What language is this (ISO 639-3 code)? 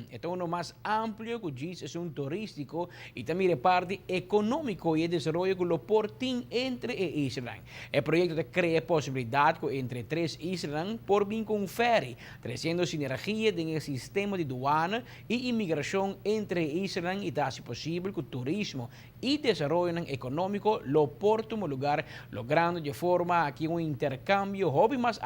pap